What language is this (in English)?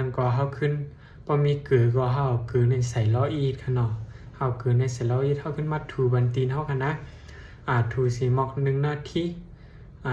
Shan